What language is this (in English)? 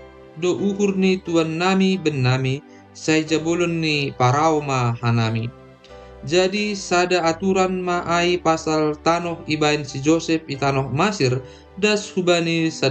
Batak Simalungun